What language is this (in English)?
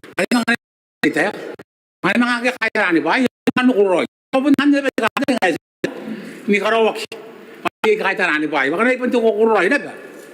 Gilbertese